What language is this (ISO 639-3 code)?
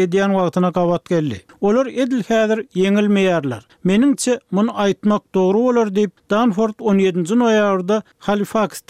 tuk